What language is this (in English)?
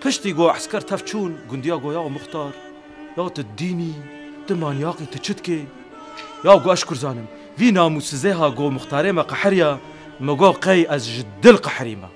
Kurdish